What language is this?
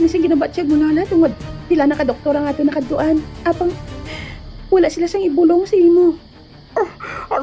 Hiligaynon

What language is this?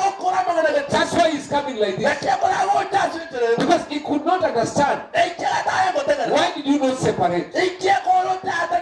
Gusii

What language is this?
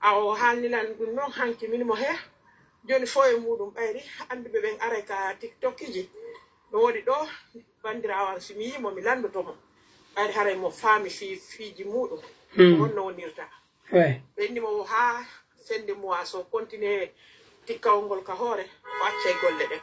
Pular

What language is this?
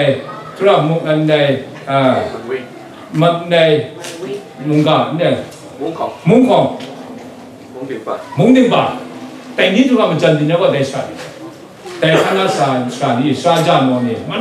Kachin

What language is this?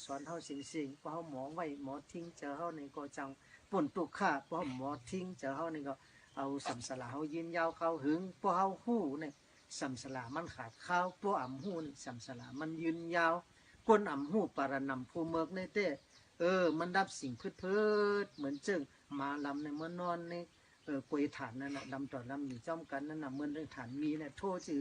Shan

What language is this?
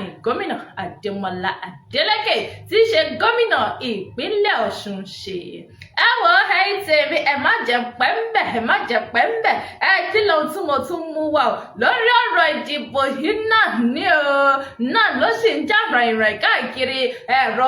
Yoruba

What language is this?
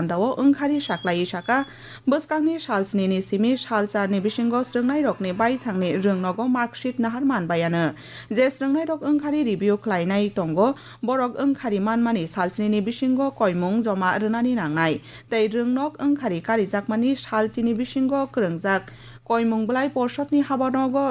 Kok Borok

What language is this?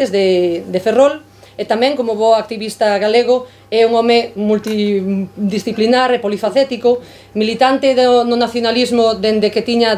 Galician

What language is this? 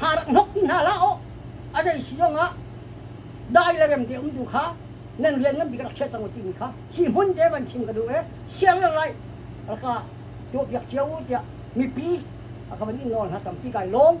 Hakha Chin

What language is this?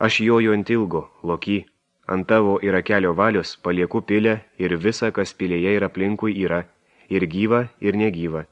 Lithuanian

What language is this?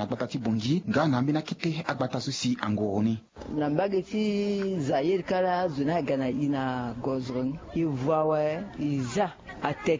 Sango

